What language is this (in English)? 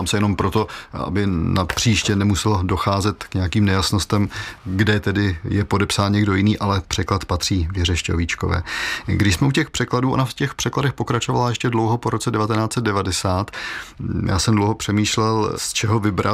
Czech